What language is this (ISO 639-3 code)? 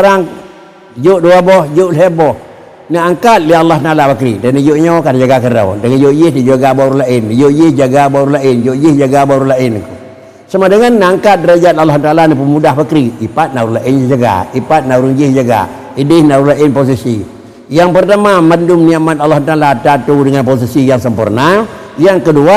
ace